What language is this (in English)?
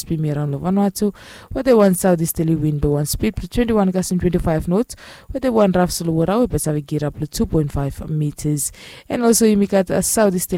Bislama